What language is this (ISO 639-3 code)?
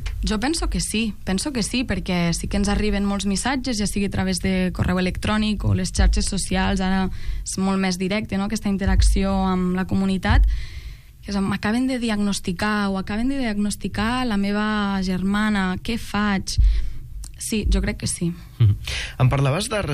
cat